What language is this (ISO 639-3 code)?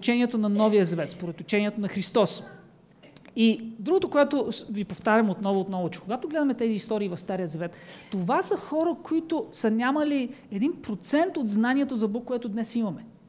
bul